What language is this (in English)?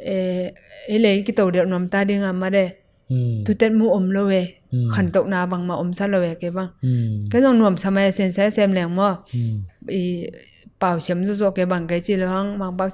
Tedim Chin